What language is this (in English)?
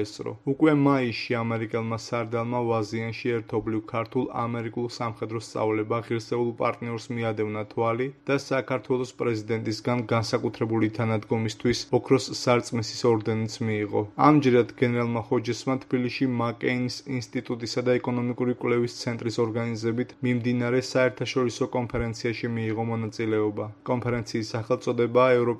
Georgian